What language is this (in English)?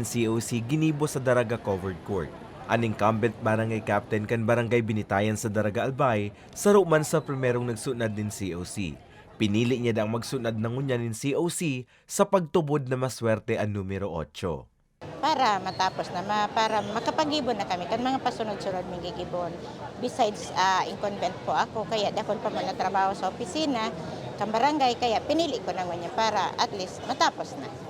Bikol